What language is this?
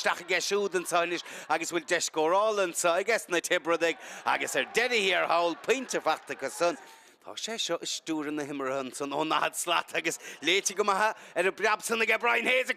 Irish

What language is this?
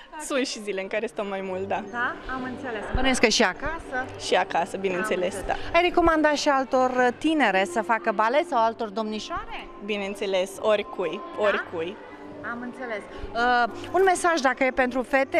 Romanian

